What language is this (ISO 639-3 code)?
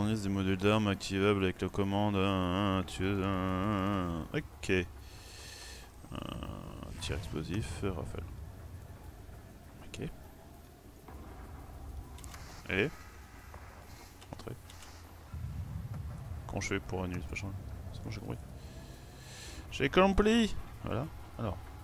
fra